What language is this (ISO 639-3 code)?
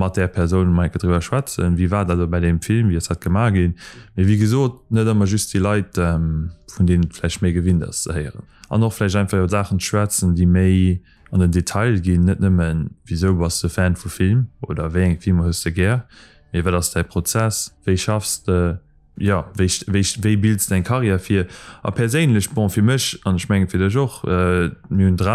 ltz